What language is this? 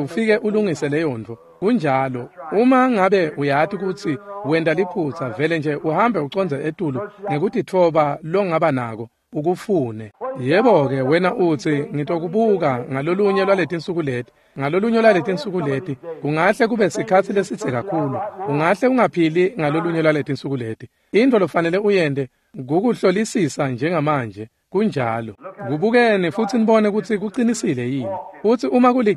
Swati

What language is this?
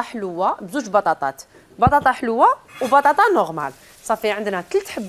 Algerian Arabic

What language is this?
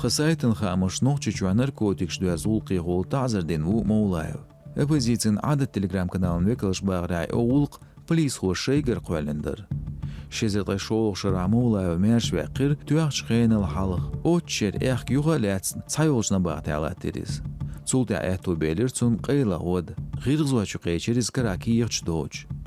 Chechen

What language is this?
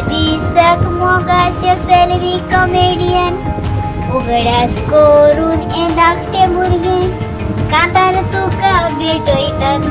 Konkani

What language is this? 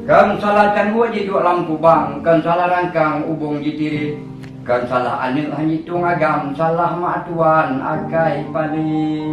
Achinese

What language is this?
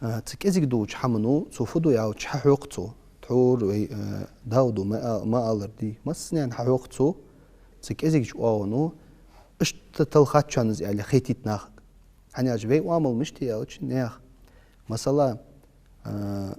Ingush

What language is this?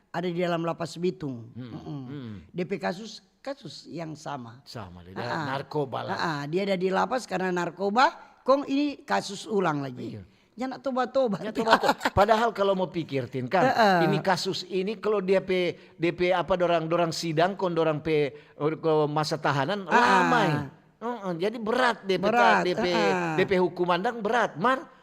Manado Malay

